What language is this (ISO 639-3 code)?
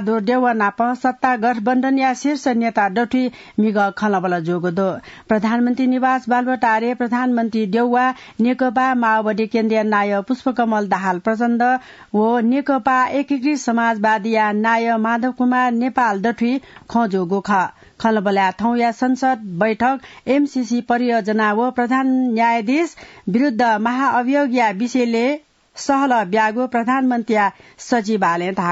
new